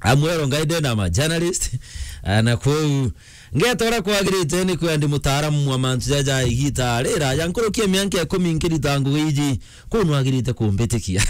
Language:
Meru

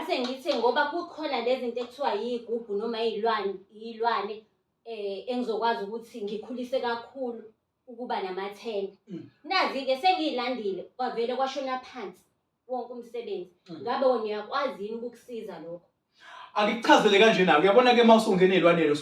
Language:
Zulu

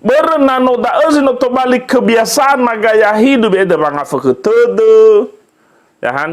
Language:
Nias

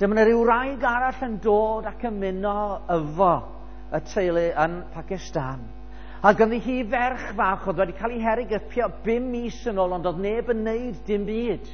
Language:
Welsh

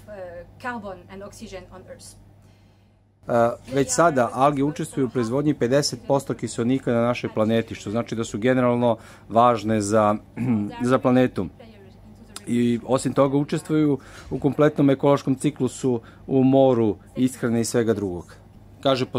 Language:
Serbian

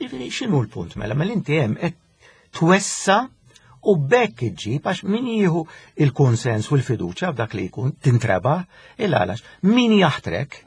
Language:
Maltese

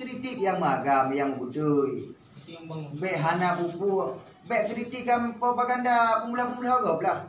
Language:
Achinese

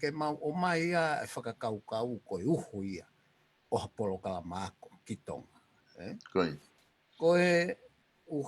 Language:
Tongan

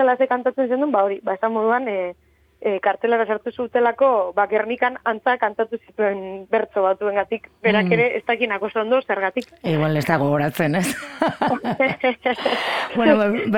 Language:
Basque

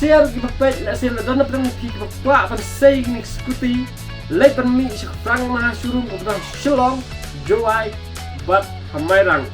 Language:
Khasi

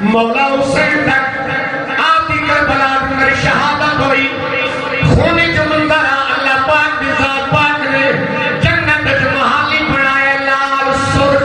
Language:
Saraiki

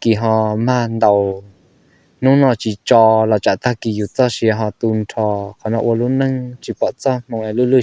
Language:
Hmong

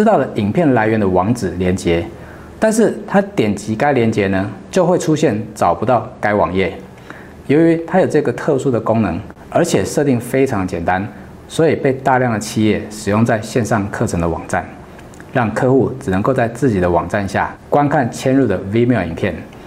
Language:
Chinese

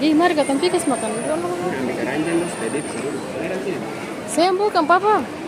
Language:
Ambonese Malay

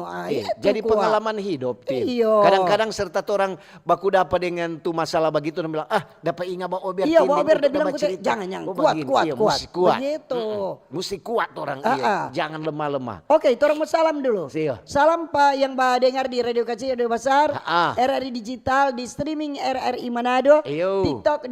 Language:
Manado Malay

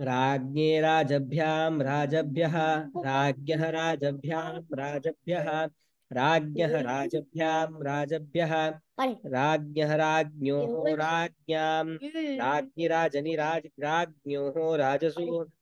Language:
Sanskrit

